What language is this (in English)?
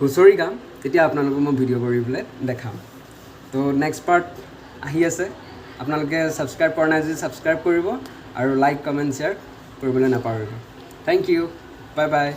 Assamese